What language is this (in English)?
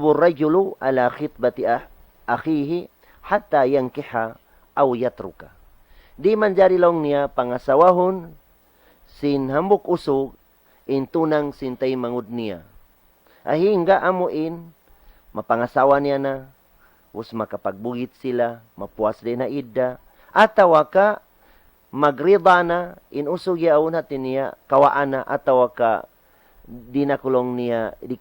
Tausug